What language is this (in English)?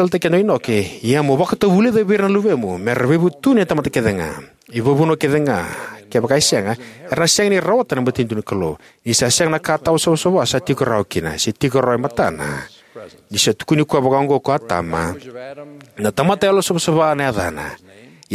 Fijian